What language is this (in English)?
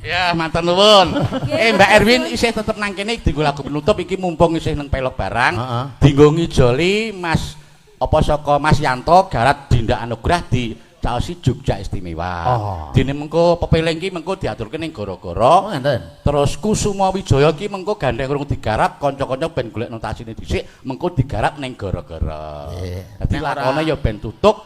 Javanese